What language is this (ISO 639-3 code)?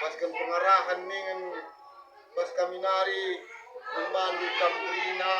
btx